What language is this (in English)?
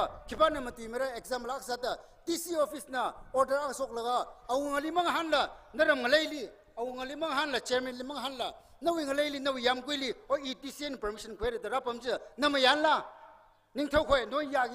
Tangkhul Naga (India)